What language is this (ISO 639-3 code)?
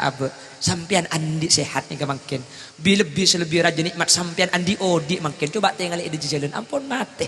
mad